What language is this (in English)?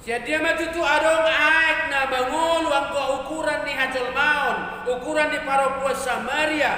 Batak Toba